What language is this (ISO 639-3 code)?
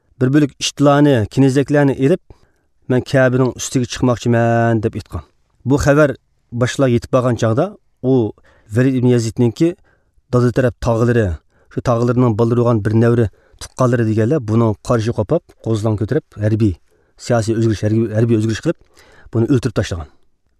uig